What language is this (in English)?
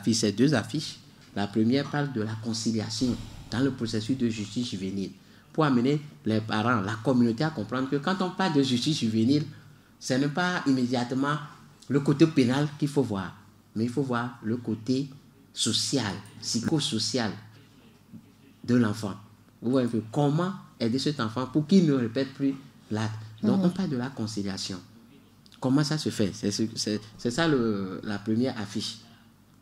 French